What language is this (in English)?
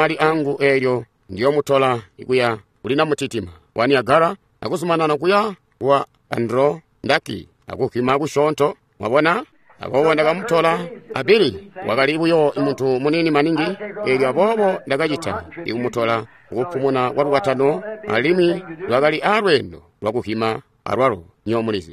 Tonga (Zambia)